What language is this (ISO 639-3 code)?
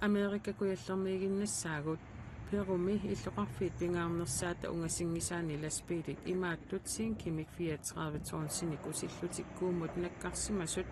kal